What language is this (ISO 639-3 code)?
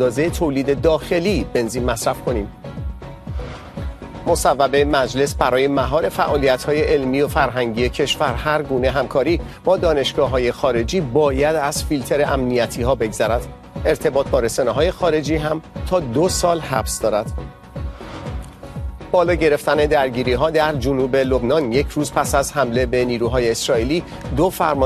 fas